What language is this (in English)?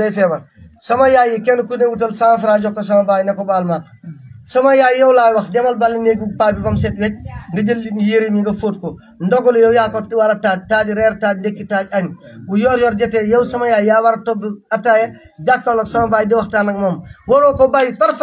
Wolof